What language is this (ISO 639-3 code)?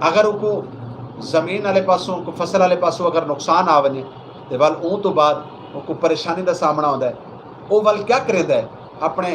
skr